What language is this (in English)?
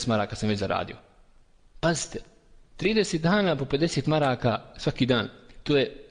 Bosnian